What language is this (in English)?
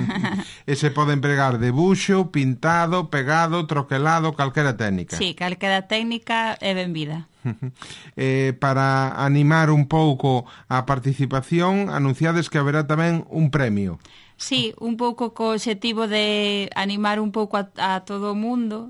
Galician